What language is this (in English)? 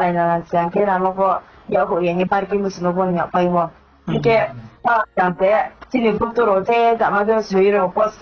Riang (India)